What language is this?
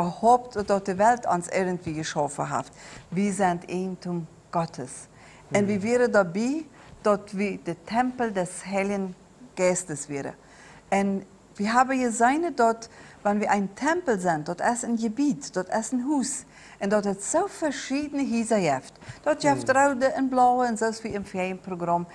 Plautdietsch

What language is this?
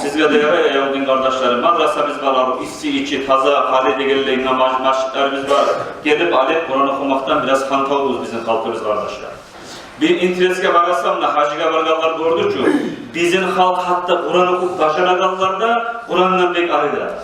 Kumyk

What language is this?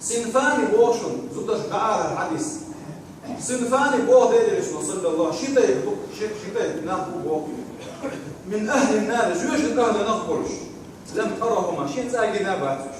Chechen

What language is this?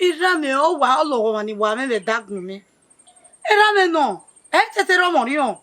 Bini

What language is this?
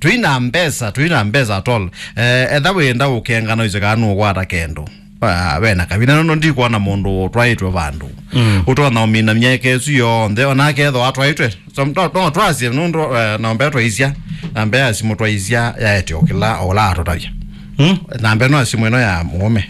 Kamba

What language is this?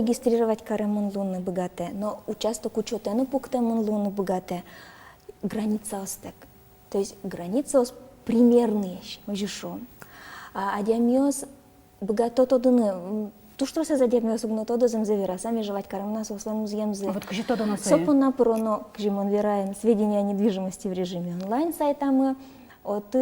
Udmurt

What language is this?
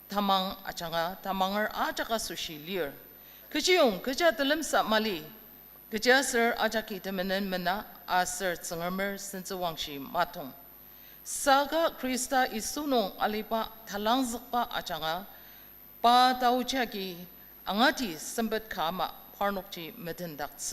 Ao Naga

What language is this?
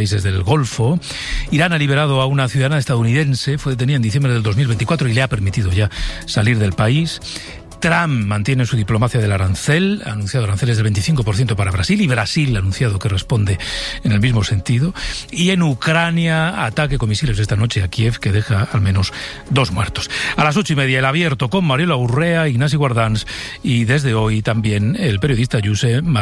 Spanish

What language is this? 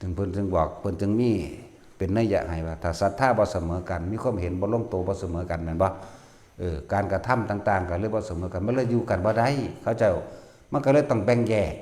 Northeastern Thai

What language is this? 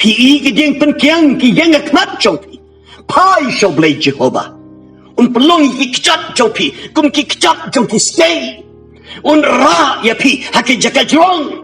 Khasi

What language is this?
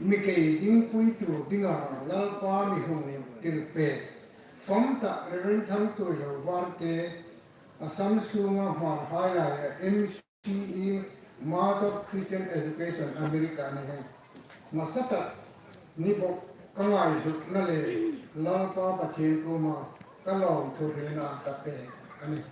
Hmar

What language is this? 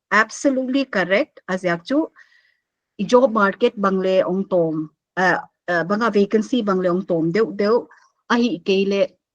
Paite Chin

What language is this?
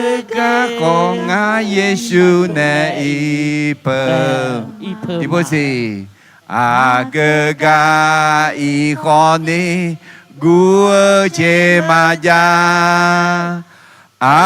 Akha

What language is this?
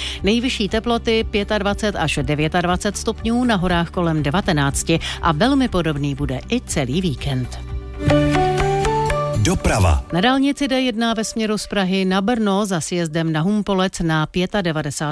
Czech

